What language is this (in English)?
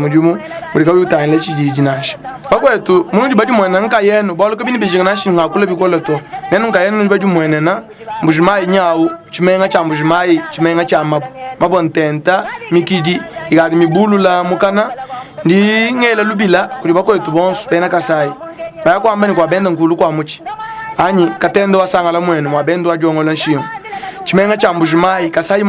Luba-Lulua